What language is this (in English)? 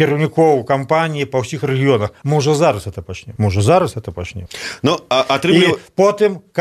Belarusian